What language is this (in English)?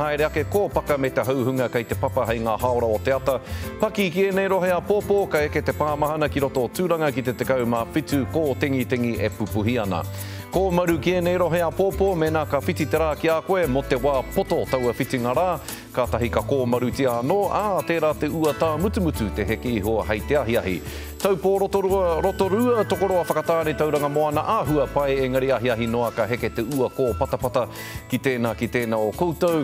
Māori